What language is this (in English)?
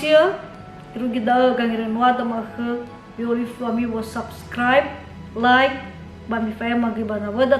Nias